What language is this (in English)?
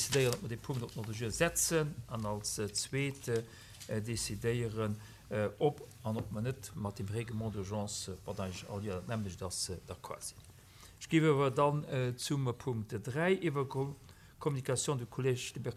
Luxembourgish